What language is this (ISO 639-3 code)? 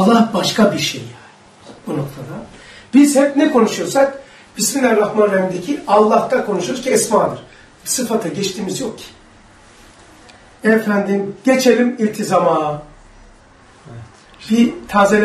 tur